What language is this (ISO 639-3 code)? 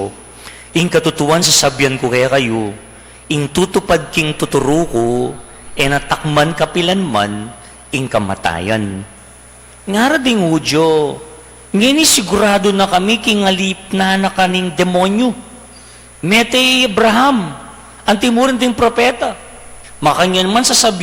pam